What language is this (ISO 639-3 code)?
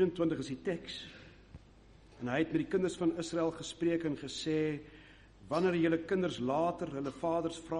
afr